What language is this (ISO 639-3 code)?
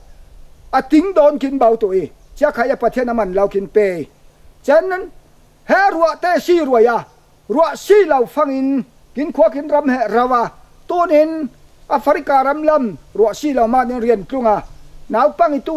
cfm